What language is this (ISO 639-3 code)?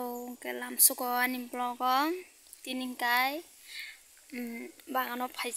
trp